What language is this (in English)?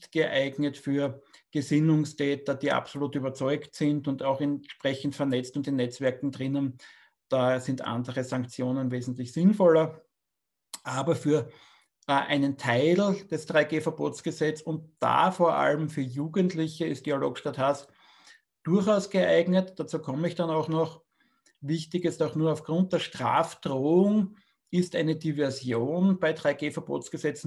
German